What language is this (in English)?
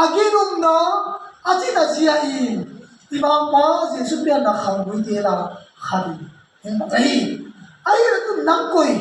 Tedim Chin